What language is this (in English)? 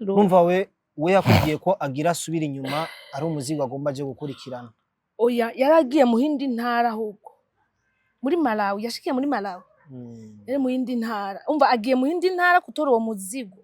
Rundi